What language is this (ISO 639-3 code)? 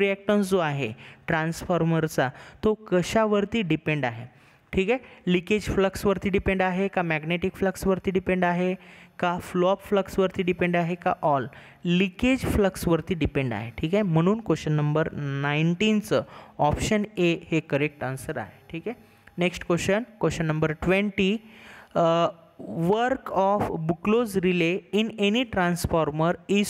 mar